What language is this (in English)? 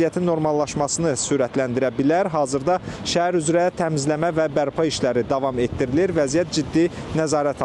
Azerbaijani